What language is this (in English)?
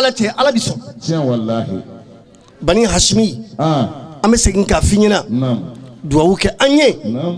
Bambara